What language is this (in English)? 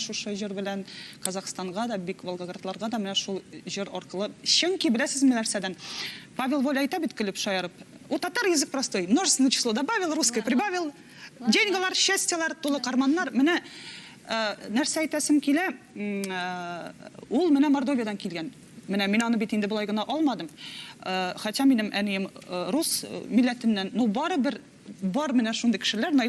Tatar